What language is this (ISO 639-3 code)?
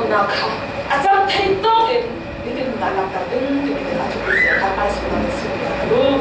cfm